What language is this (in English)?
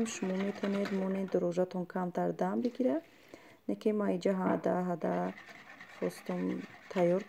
Tajik